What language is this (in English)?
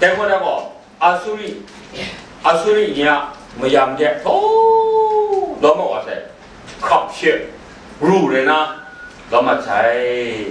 Kachin